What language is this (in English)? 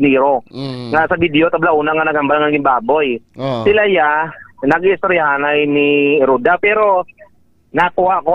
Hiligaynon